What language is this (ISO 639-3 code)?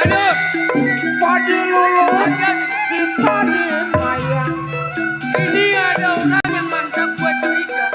bew